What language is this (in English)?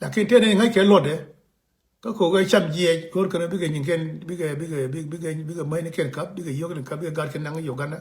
Nuer